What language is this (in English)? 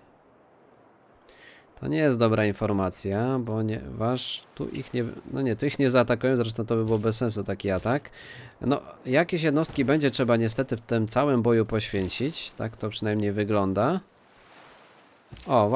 Polish